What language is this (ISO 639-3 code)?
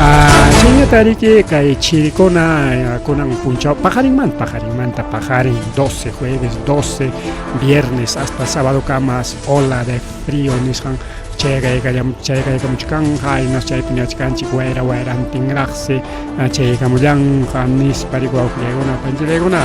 quy